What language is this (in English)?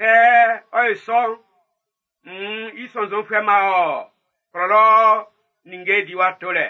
Baoulé